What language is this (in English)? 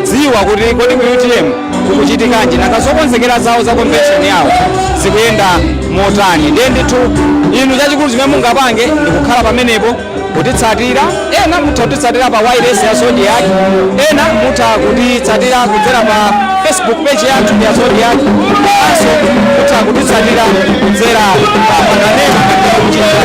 Nyanja